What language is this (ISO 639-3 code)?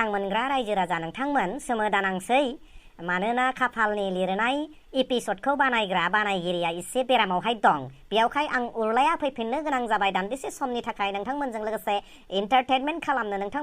brx